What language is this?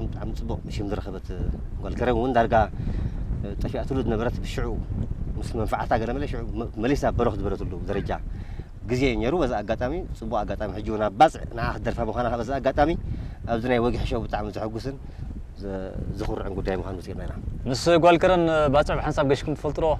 Tigrinya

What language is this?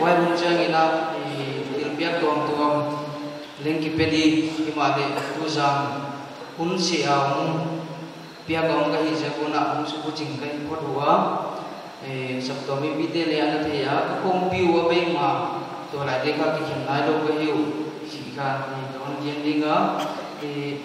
Paite Chin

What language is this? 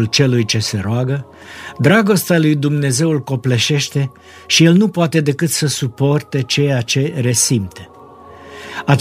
Romanian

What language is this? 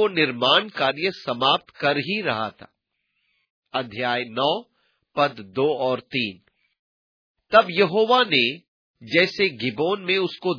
Hindi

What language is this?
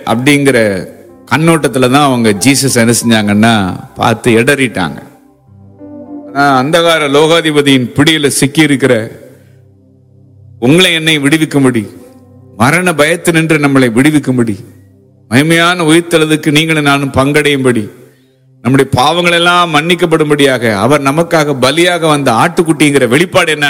Tamil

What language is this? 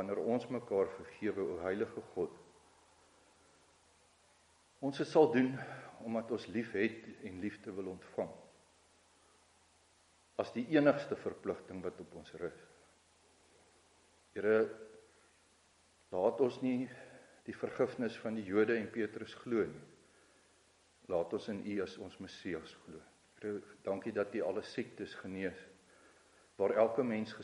Afrikaans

